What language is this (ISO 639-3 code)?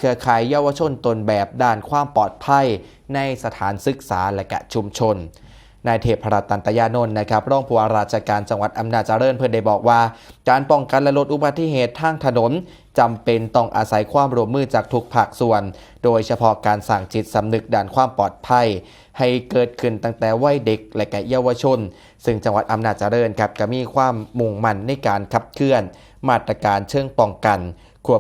tts